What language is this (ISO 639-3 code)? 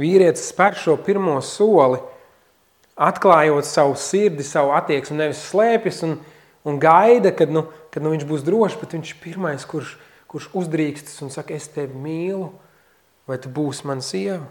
lav